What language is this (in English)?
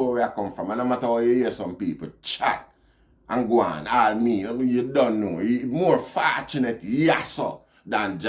Jamaican Creole English